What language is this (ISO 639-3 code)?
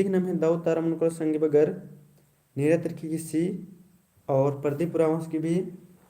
kru